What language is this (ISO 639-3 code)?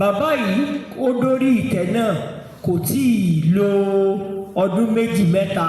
yor